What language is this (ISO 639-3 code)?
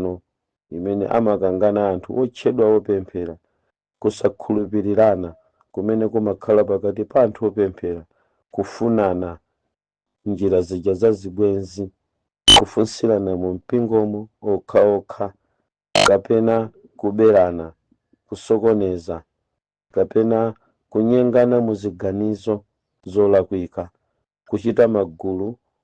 nya